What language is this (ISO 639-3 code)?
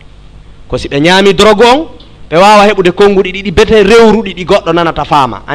ful